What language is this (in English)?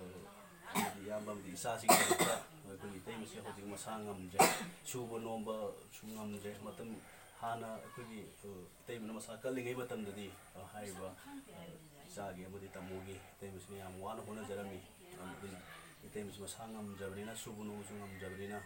Manipuri